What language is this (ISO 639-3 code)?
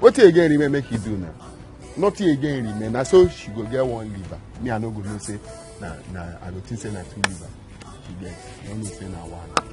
pcm